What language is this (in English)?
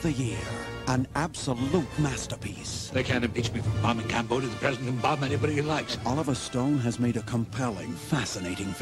English